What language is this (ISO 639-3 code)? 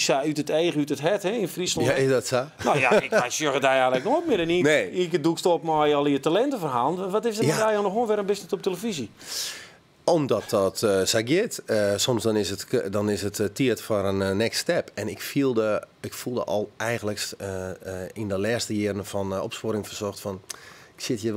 fry